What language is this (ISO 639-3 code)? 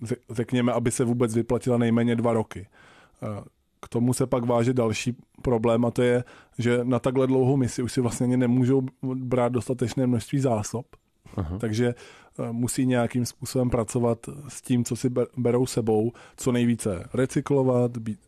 ces